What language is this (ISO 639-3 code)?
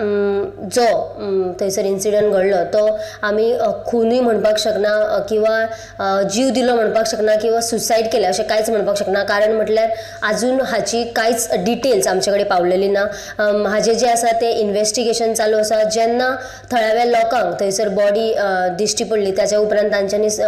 kok